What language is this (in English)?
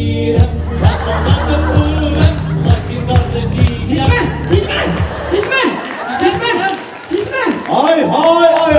Bashkir